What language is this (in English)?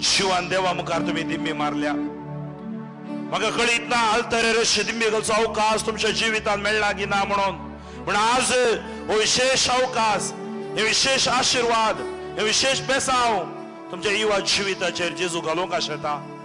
Konkani